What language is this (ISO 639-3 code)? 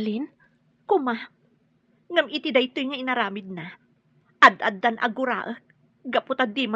ilo